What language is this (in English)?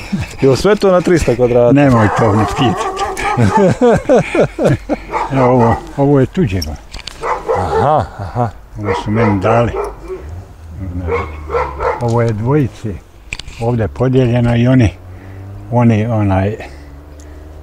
Bosnian